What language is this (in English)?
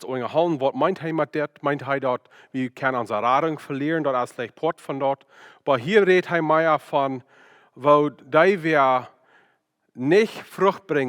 Plautdietsch